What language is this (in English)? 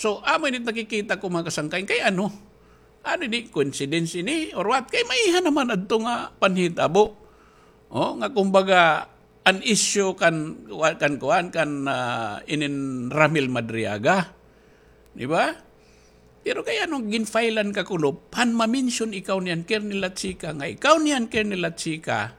Waray